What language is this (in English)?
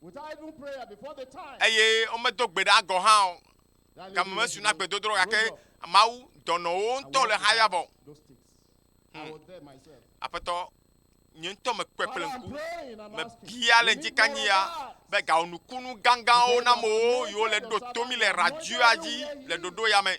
Ewe